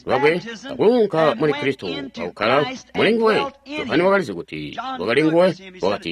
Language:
Tonga (Zambia)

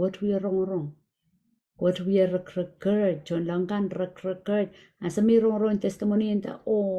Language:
Pohnpeian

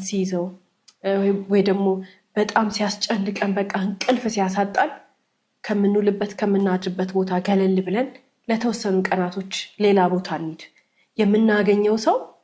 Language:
Amharic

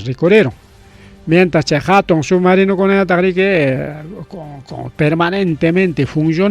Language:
Ayacucho Quechua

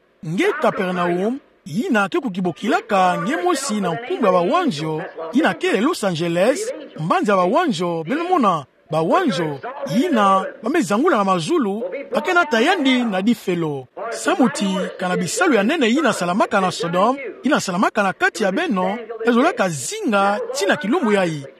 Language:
Kituba (Democratic Republic of Congo)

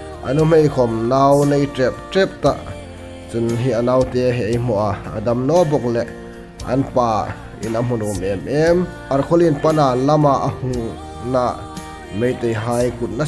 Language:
Hmar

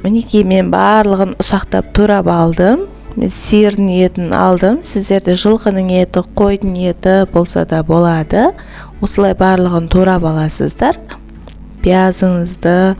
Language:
Kazakh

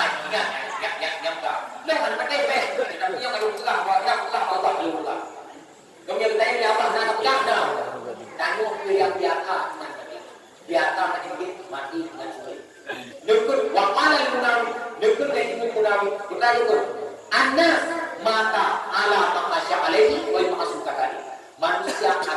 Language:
Achinese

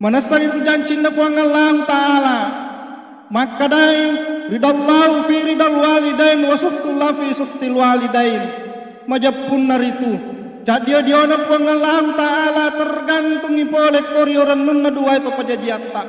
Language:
Buginese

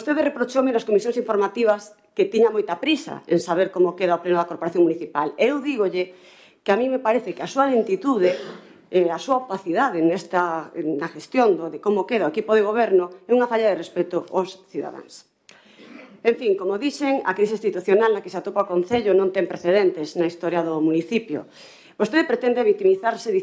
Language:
Galician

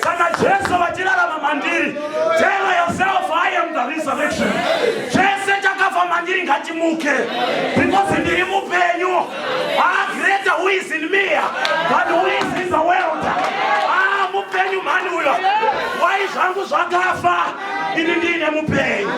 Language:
Shona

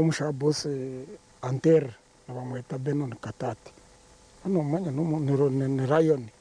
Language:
Nyankole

